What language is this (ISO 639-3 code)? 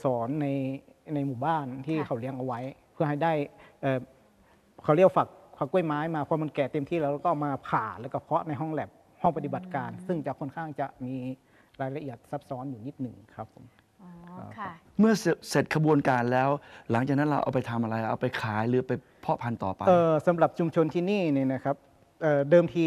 tha